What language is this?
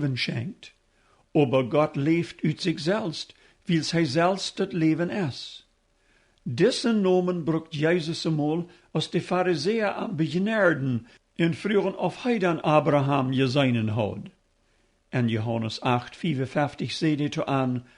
Plautdietsch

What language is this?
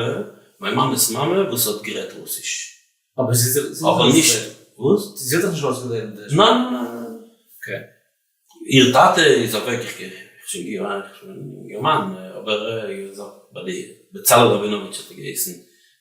Yiddish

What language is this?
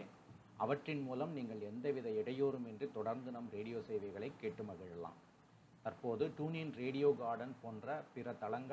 Tamil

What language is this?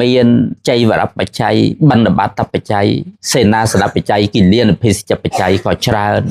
Khmer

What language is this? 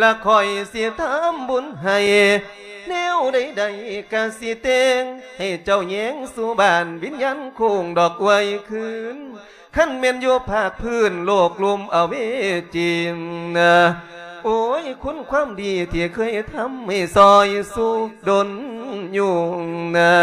Lao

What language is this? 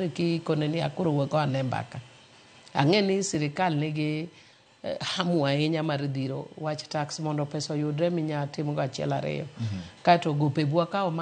Luo (Kenya and Tanzania)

